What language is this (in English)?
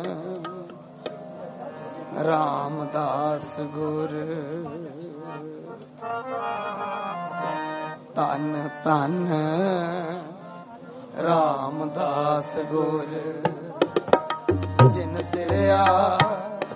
Punjabi